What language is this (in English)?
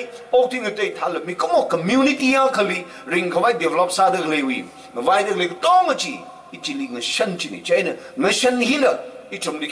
Tangkhul Naga (India)